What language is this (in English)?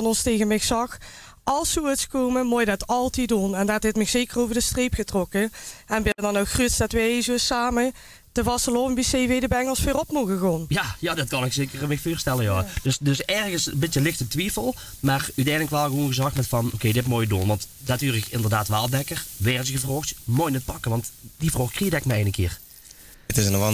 Limburgish